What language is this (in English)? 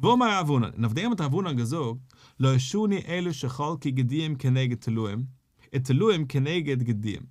Yiddish